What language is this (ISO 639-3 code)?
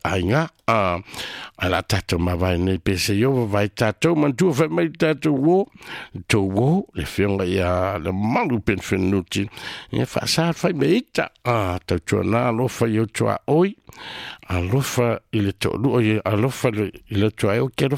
smo